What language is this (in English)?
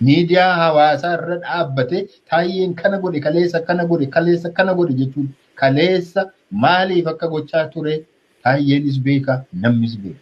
Oromo